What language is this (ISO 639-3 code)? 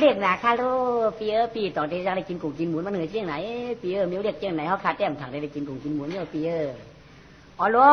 shn